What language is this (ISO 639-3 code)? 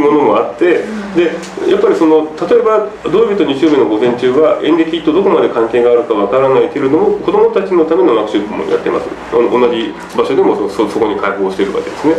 jpn